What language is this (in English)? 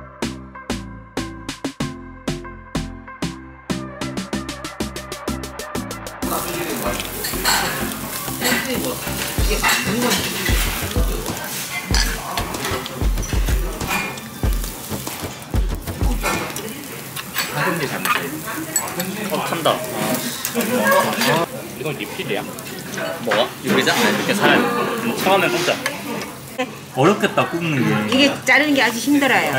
Korean